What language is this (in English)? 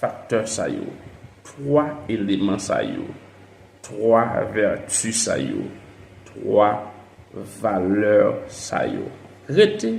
Haitian Creole